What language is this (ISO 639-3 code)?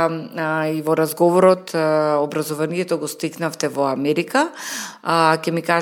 mkd